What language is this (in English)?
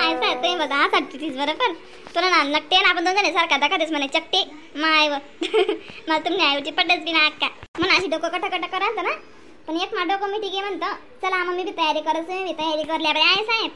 Khandesi